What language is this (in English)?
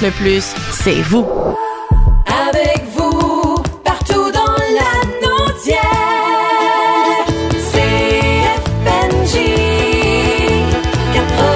French